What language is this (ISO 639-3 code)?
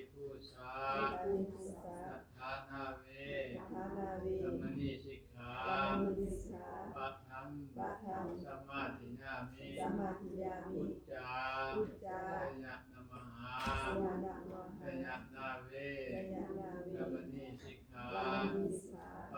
pli